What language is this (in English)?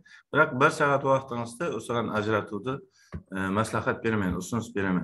Kara-Kalpak